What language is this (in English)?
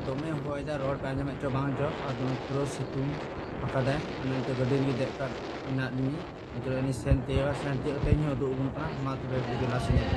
Santali